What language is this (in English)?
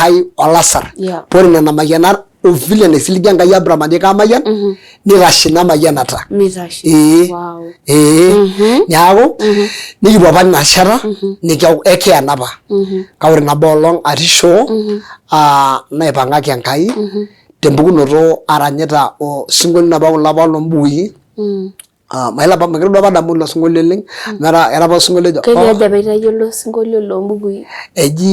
Masai